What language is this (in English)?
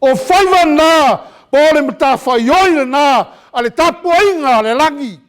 Samoan